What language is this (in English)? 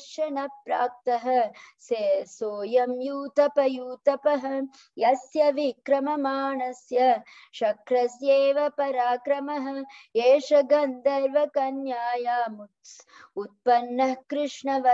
Sanskrit